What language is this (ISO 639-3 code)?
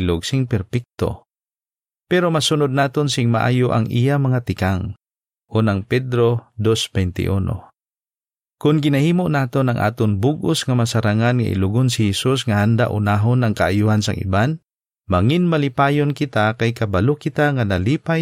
hil